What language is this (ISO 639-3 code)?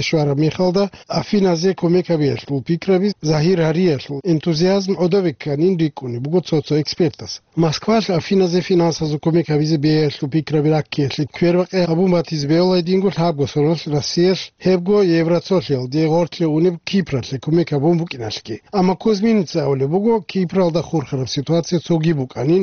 ava